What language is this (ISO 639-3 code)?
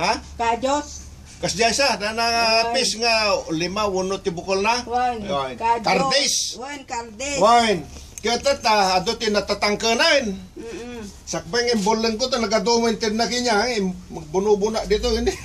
ilo